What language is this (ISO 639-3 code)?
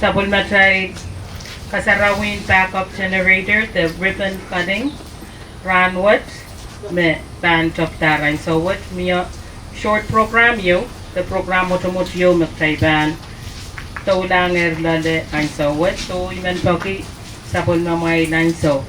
pon